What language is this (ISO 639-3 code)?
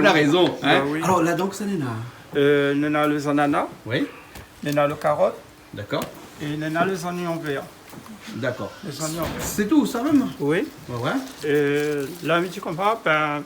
rcf